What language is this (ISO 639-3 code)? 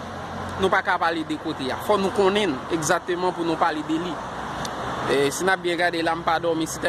hat